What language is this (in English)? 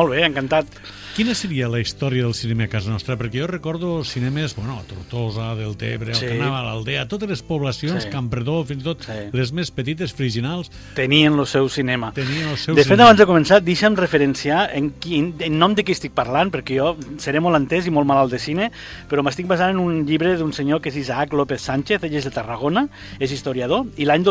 Catalan